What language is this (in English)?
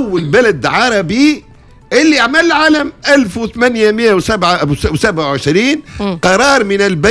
Tunisian Arabic